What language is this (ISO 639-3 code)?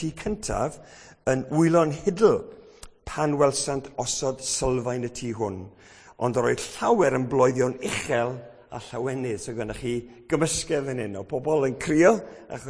cym